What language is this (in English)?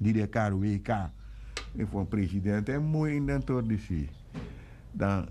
Sranan Tongo